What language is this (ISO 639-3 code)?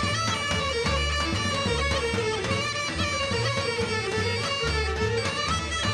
bul